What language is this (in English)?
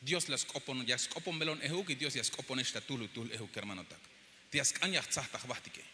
Tzeltal